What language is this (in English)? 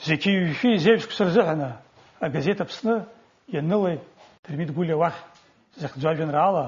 Abkhazian